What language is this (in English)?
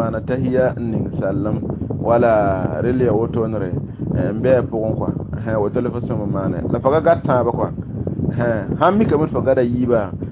Mossi